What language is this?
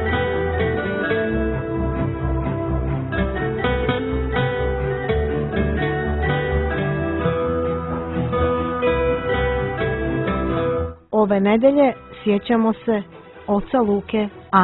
Serbian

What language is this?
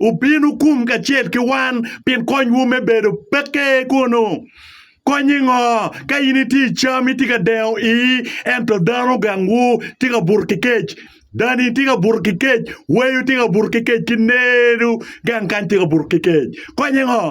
Acoli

